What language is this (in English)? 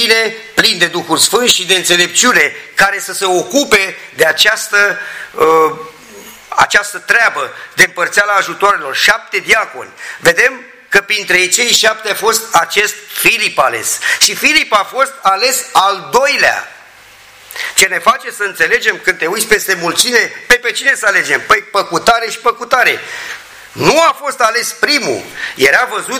Romanian